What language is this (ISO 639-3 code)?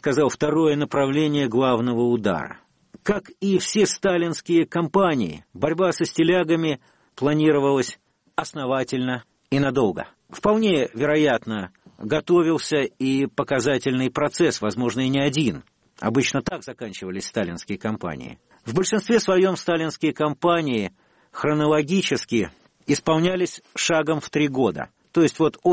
rus